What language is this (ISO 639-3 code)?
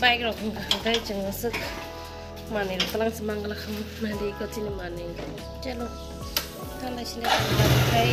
trp